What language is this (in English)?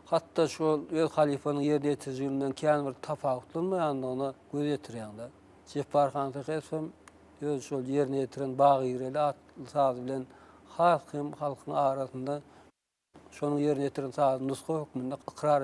Turkmen